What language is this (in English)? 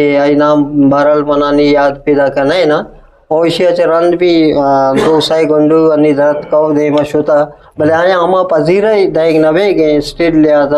Eastern Balochi